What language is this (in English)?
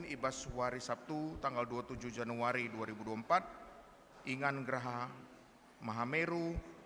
Batak Karo